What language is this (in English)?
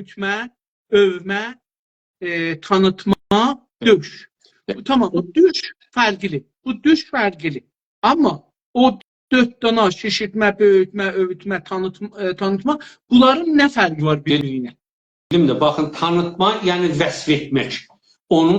South Azerbaijani